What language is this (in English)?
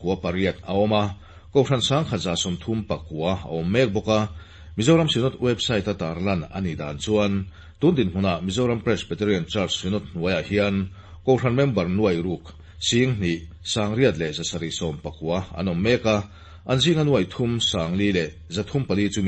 Mizo